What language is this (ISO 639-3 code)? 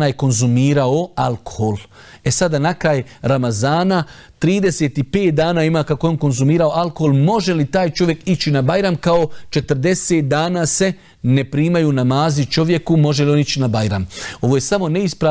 bos